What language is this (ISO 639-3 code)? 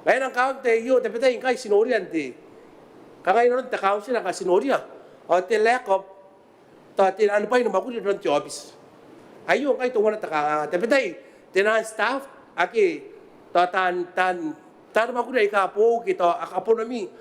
gil